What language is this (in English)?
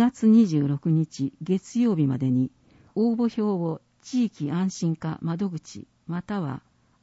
Japanese